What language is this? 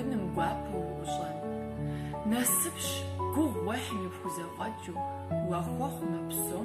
Kabardian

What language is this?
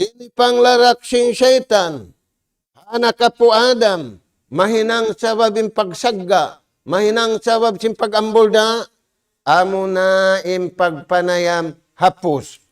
Tausug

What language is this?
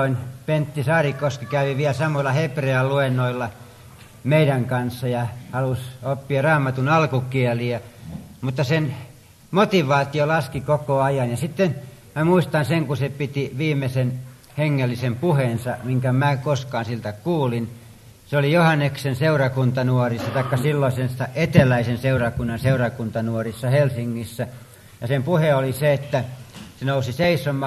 Finnish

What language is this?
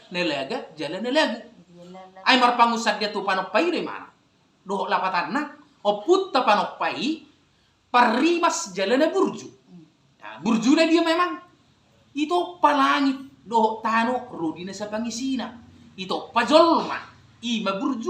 Batak Toba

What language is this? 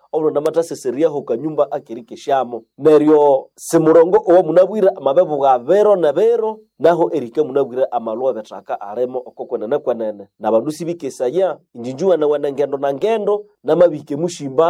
Nande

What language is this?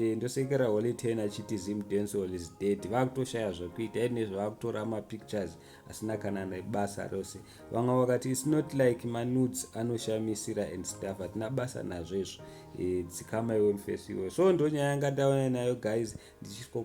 Shona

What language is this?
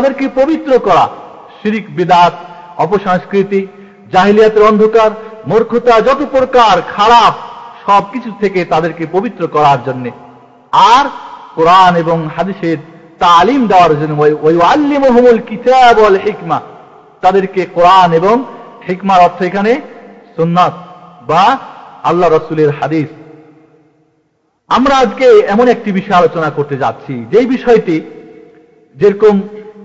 Bangla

